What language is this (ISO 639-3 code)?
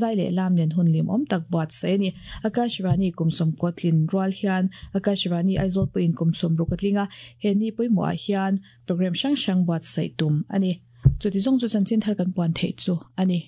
lus